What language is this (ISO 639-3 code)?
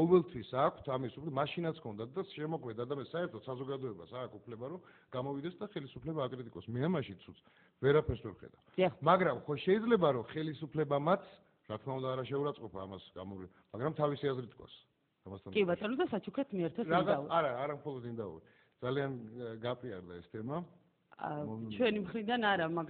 kat